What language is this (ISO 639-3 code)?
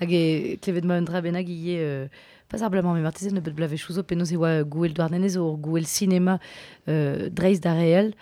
bre